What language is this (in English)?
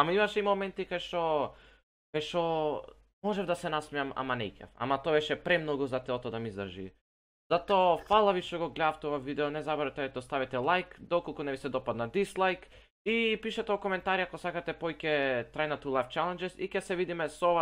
Macedonian